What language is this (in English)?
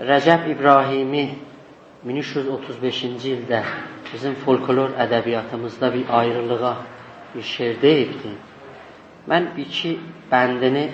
South Azerbaijani